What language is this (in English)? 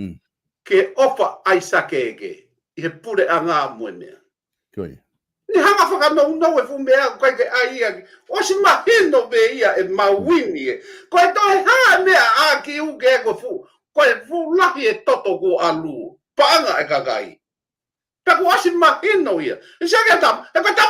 Tongan